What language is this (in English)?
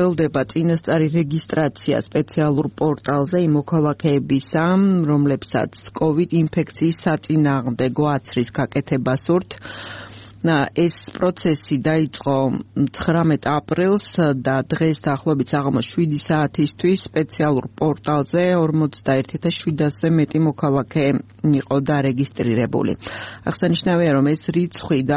Georgian